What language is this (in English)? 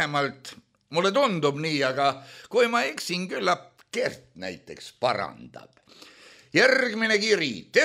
Estonian